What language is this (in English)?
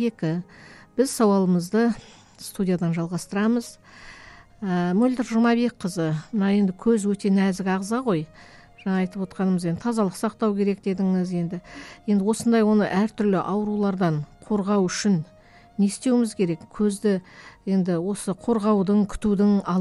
Kazakh